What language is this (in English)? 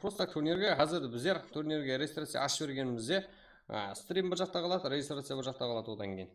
Kara-Kalpak